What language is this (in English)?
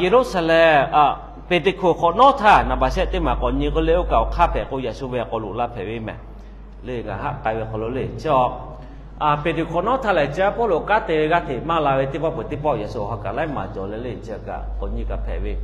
Lahu